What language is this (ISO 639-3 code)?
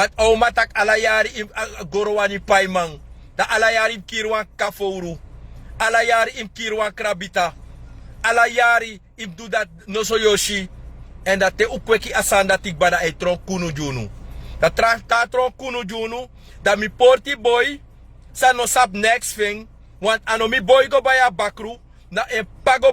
srn